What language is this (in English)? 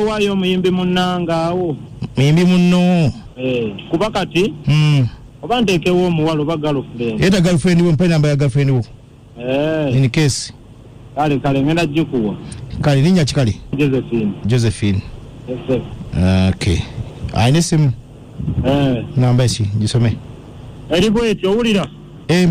Ganda